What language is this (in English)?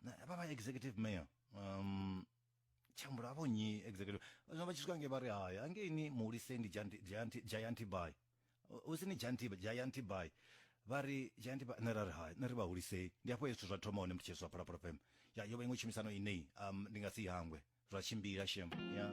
Venda